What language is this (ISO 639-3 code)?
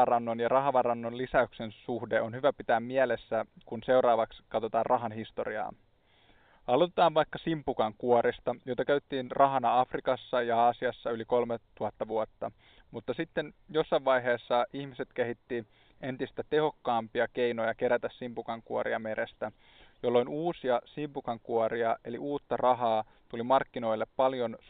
fin